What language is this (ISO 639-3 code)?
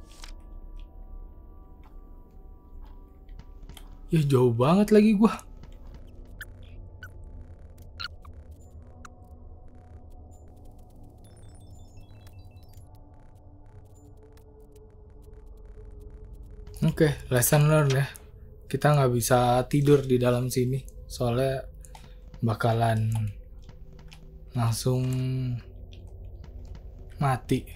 ind